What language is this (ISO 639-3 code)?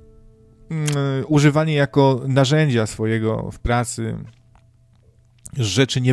pol